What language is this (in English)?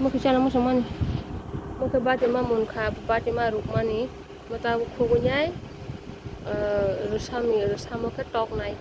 Kok Borok